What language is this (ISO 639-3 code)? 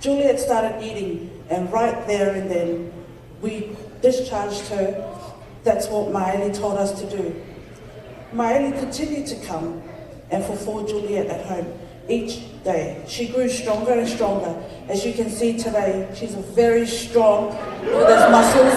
smo